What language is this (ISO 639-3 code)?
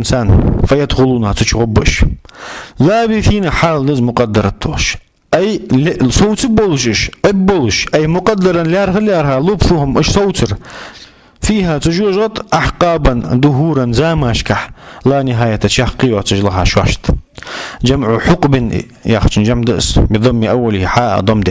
inh